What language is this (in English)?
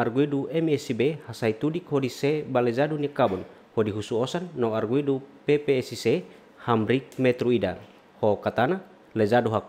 Tetum